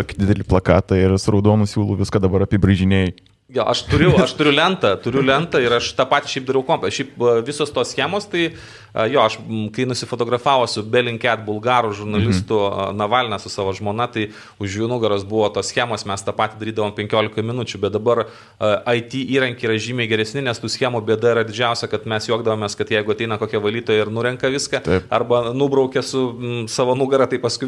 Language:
Lithuanian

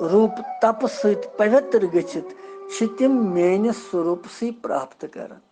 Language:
Kashmiri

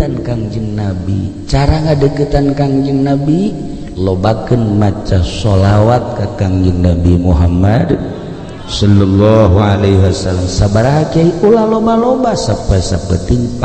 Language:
Sundanese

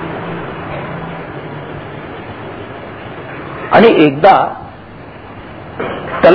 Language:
Marathi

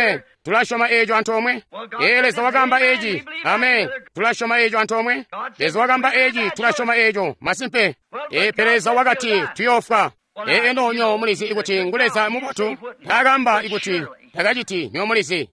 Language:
Tonga (Zambia)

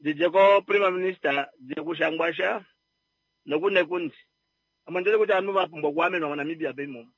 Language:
Kuanyama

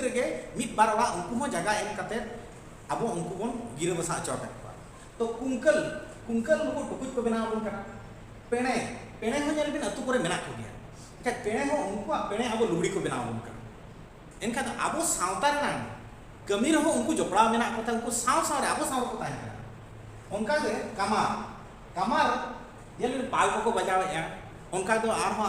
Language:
Santali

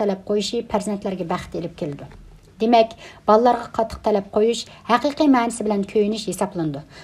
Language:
Uyghur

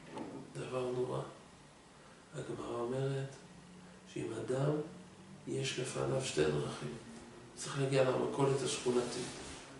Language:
Hebrew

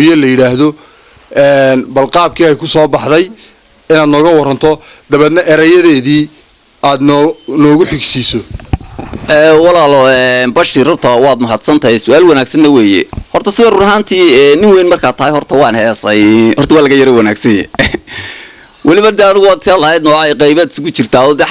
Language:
Somali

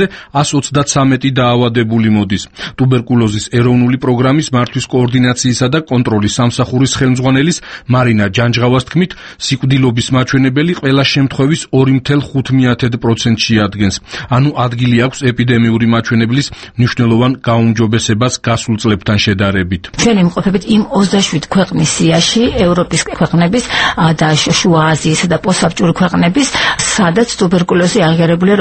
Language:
Georgian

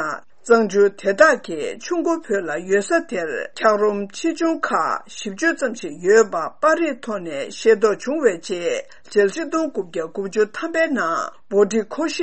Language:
Tibetan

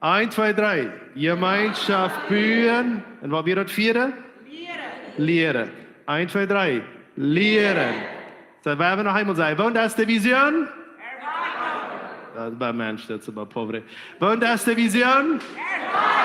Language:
Plautdietsch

